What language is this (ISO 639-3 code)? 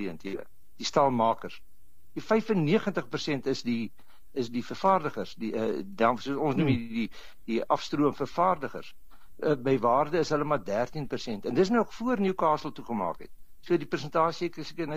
afr